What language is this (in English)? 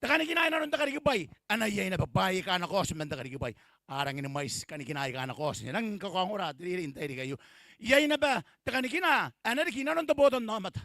Gilbertese